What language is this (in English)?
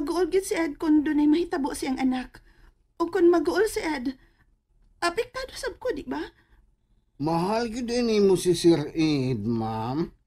Cebuano